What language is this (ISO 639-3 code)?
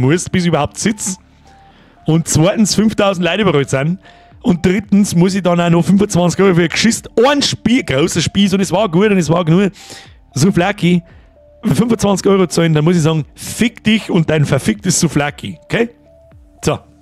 bar